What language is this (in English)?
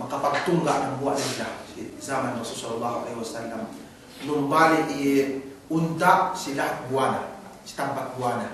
Yakan